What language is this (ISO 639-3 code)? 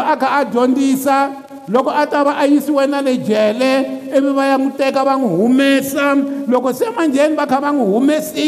tso